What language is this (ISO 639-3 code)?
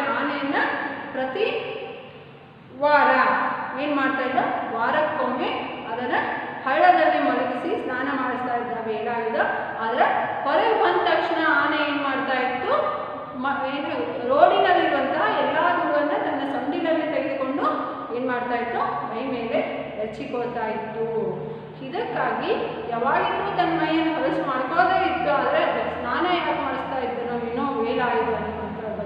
kan